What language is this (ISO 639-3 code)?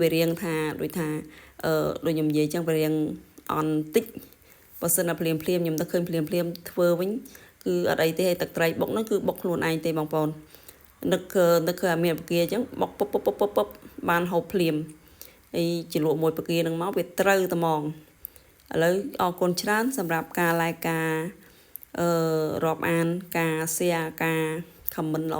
khm